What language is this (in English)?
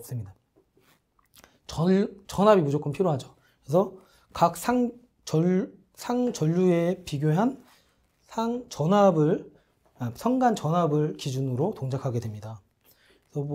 Korean